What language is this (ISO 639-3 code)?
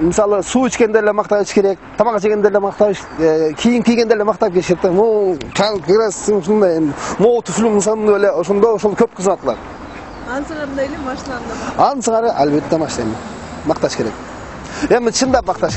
kir